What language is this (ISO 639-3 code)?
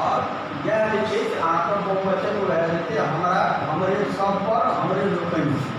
mai